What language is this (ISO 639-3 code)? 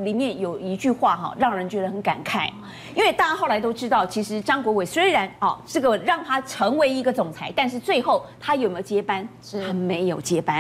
zho